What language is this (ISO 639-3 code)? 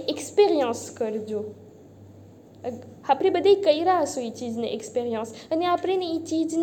guj